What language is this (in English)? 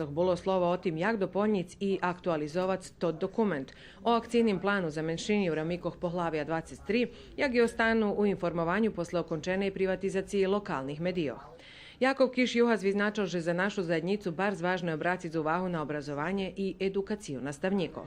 Rusyn